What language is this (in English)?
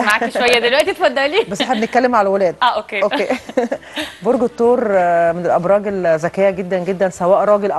Egyptian Arabic